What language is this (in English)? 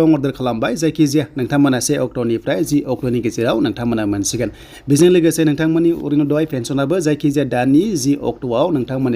Bodo